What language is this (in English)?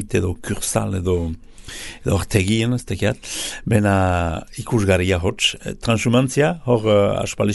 Basque